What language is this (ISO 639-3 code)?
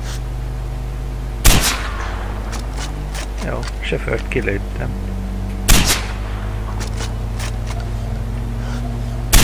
hun